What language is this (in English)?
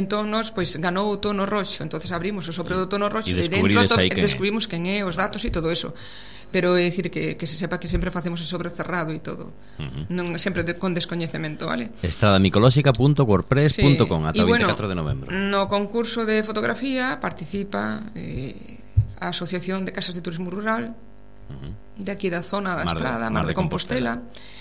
Galician